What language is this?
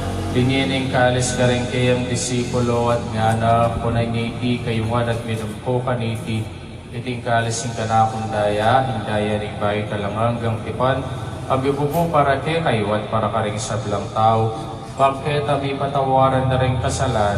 Pampanga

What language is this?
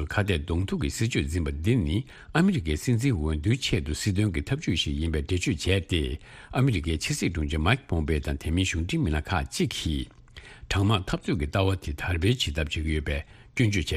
Tibetan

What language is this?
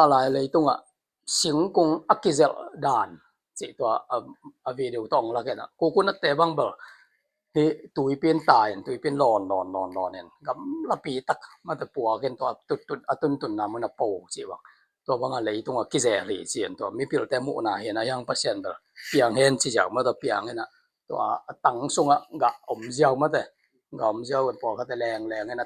Tedim Chin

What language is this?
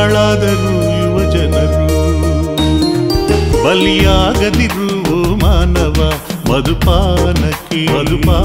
Kannada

